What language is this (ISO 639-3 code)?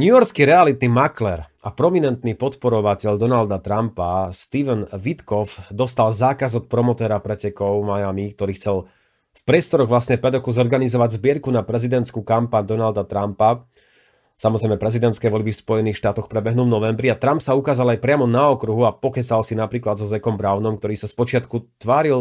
slk